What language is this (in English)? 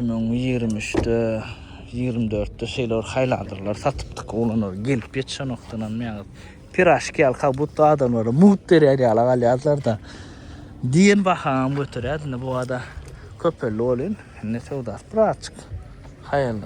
Turkmen